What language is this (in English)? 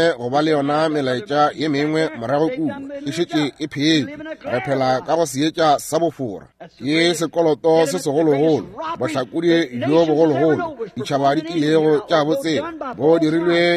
Northern Sotho